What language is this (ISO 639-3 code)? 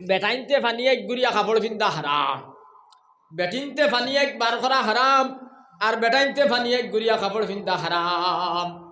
syl